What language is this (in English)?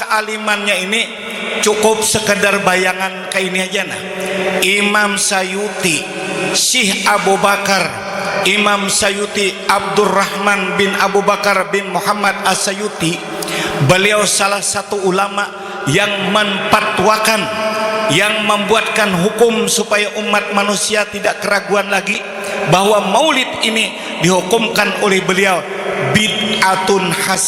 Banjar